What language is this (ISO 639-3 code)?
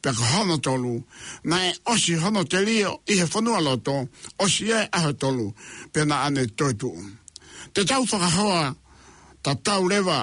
ton